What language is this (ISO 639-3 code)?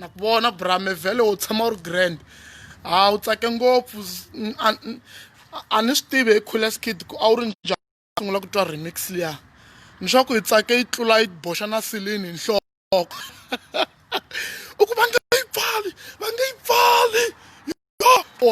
tso